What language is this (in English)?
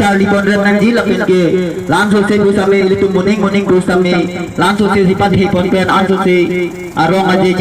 Karbi